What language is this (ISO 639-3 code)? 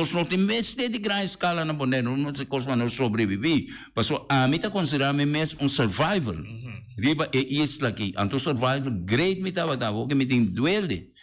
pap